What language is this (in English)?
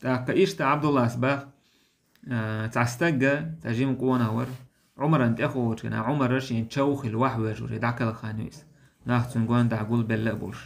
Chechen